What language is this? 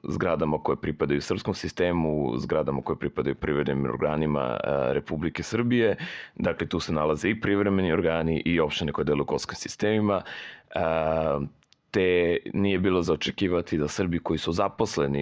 Serbian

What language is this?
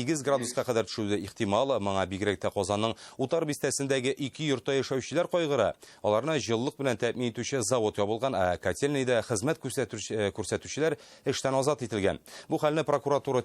Tatar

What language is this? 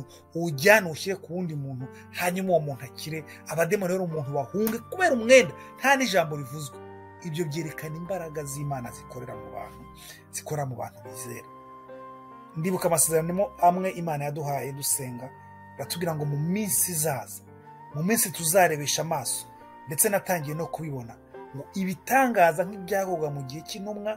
Kinyarwanda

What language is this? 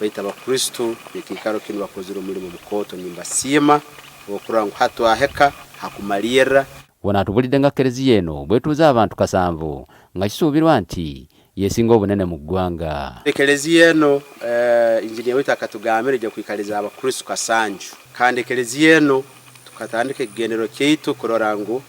Ganda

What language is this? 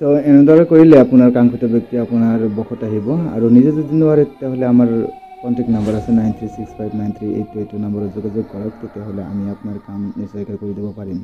Assamese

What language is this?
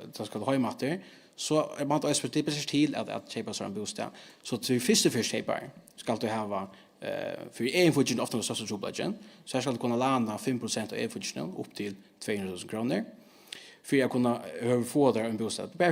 Faroese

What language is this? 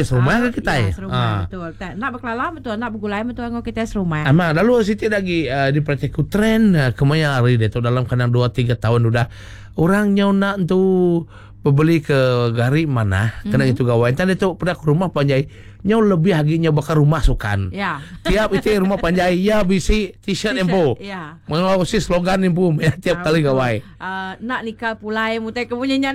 Iban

